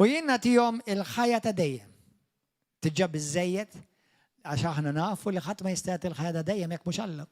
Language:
Maltese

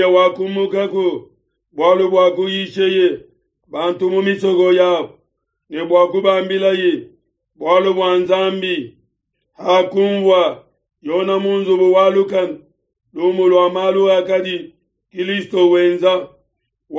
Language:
Luba-Lulua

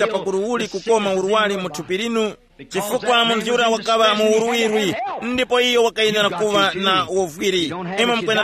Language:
Tumbuka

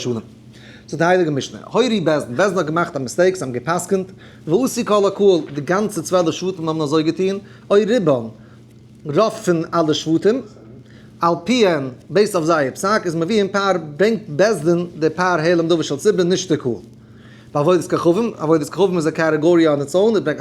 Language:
Yiddish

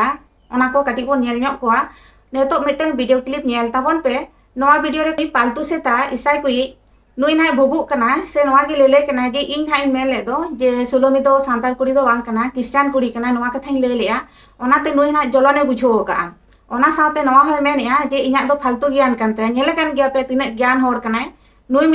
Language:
Santali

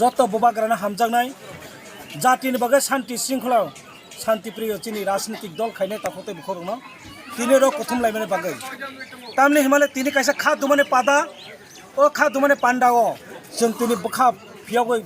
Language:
Kok Borok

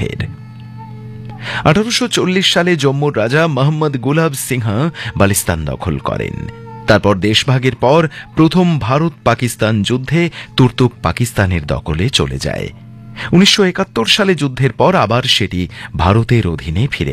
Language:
Bangla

